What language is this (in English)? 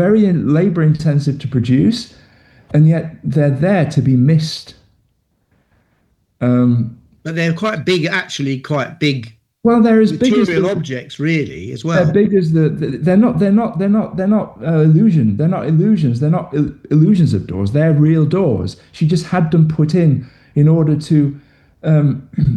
English